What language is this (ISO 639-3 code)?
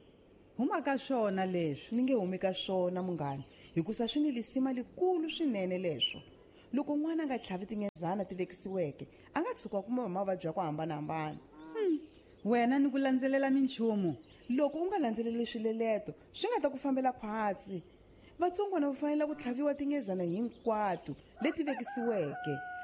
tso